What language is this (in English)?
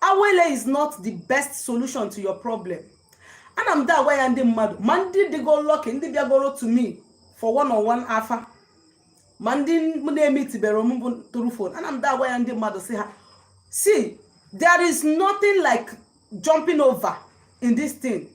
Igbo